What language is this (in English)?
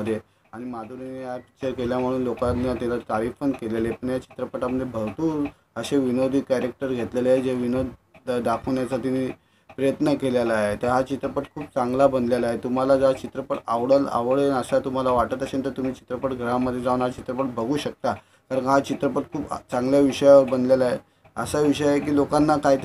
Marathi